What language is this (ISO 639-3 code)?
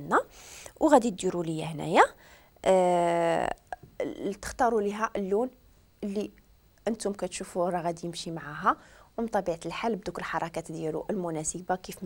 ary